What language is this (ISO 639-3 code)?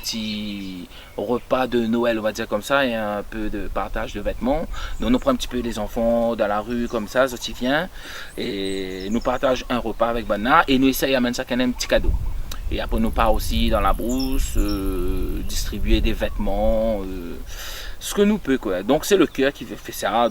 rcf